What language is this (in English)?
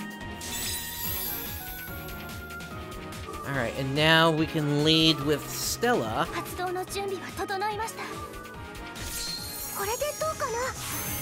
Japanese